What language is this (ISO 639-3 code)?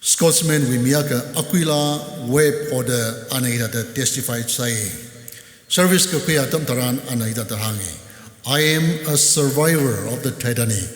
nmf